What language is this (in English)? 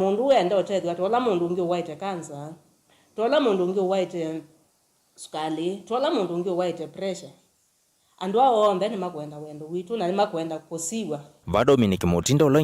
Kamba